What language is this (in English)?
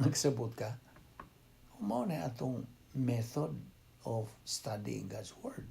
Cebuano